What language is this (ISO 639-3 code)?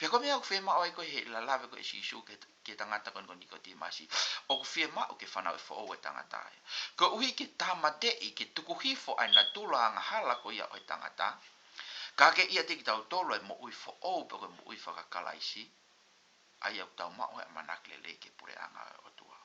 ton